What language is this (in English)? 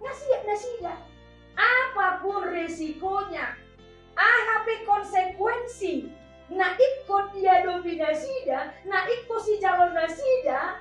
Batak Toba